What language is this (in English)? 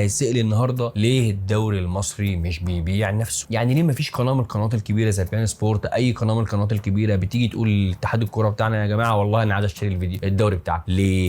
Egyptian Arabic